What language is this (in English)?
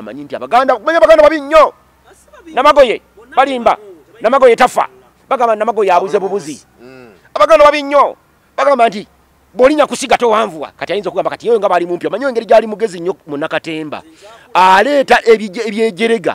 Ganda